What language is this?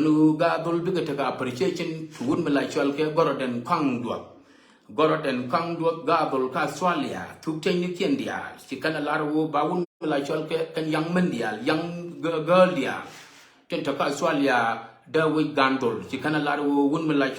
Nuer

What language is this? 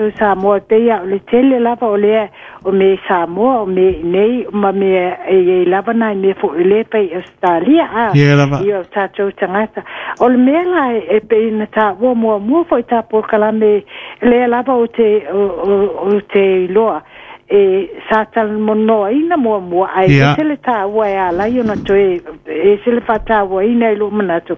Samoan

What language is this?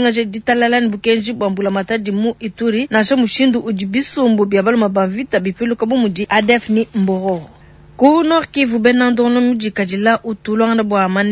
Luba-Lulua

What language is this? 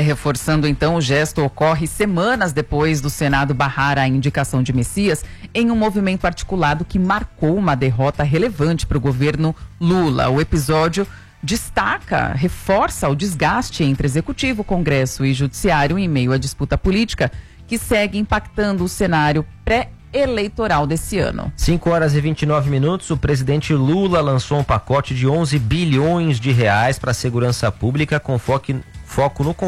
Portuguese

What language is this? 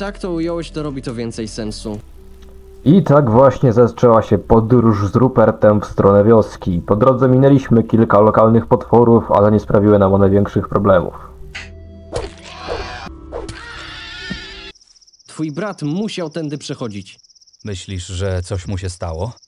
Polish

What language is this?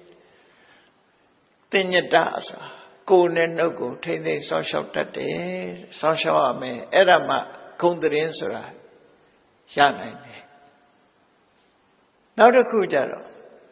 Burmese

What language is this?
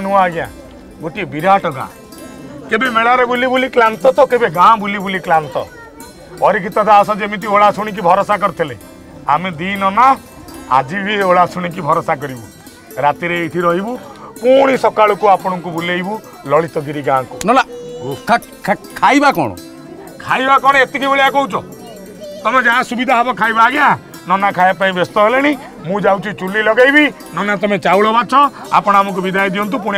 Odia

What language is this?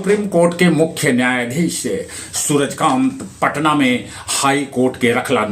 Magahi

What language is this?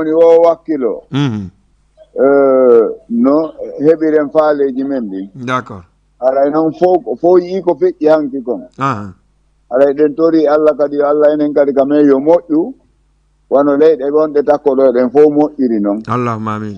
Fula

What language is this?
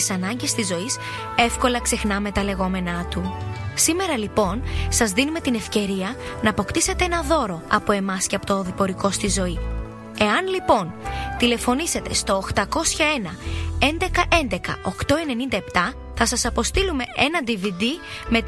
Greek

